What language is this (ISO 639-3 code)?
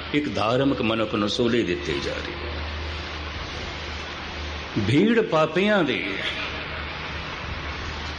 pan